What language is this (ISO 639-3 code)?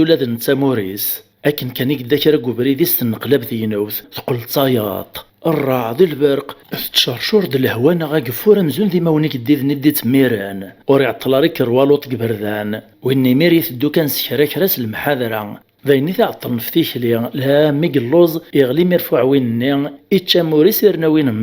kab